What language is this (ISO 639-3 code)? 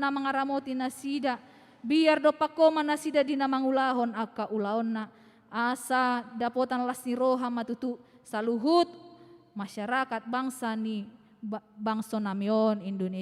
bbc